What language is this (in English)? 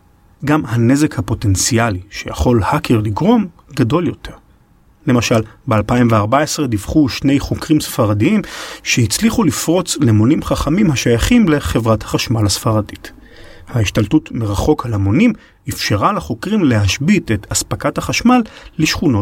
Hebrew